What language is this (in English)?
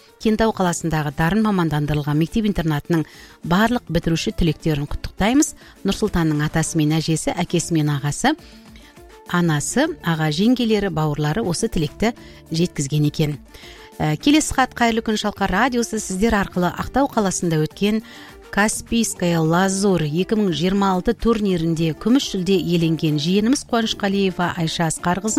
Kazakh